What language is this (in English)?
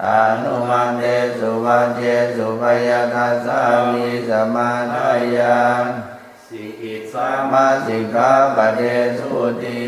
Pali